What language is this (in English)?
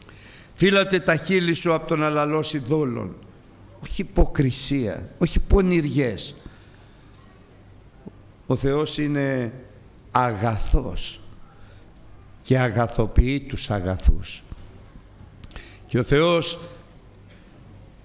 Greek